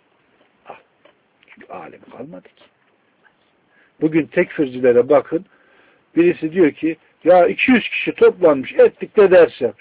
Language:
Turkish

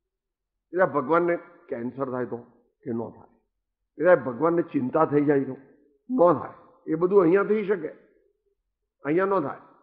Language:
Gujarati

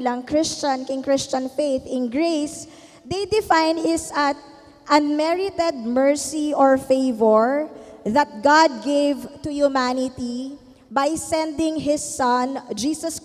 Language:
Pampanga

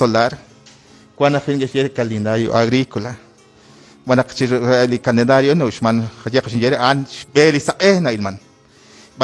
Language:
Kekchí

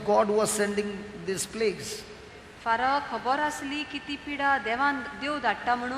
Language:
Konkani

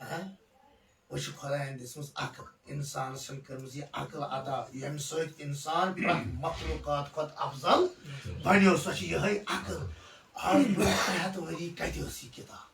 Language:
Kashmiri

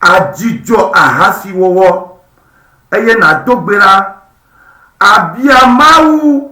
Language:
Ewe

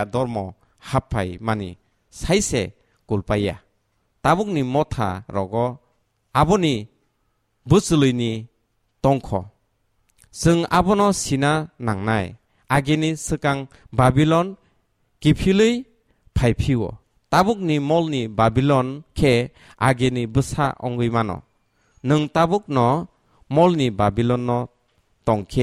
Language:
Kok Borok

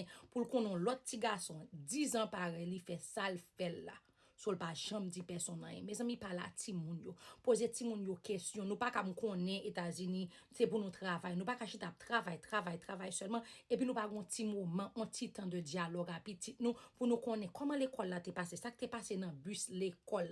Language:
Haitian Creole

